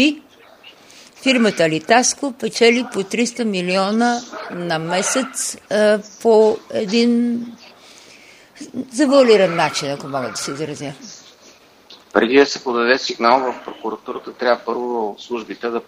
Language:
Bulgarian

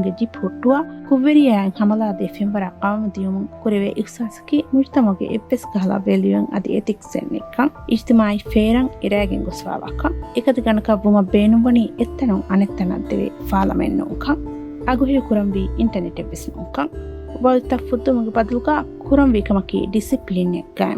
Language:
Divehi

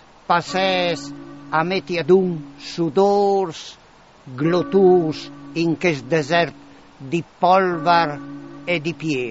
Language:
Friulian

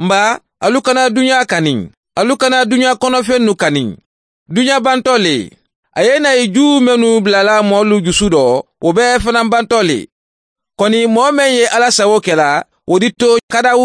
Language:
Mandingo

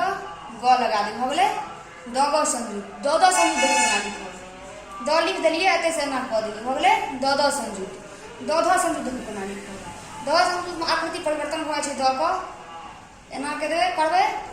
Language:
Maithili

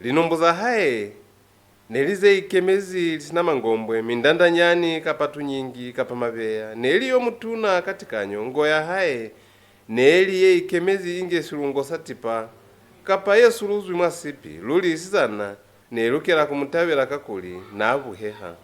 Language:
Lozi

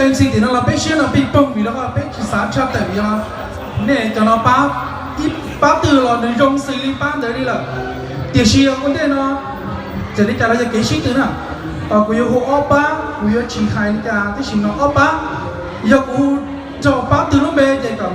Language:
Hmong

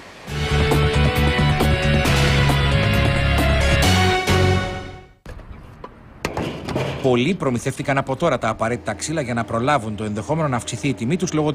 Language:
Greek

